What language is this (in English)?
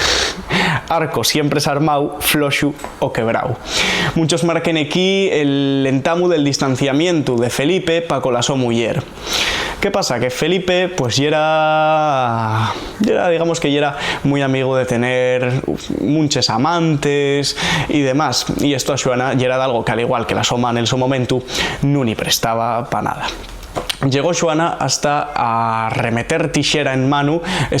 Asturian